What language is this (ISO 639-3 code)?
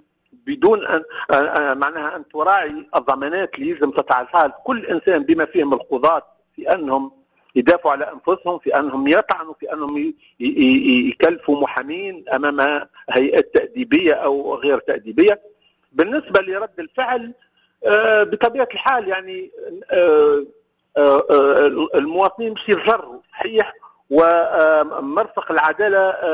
aeb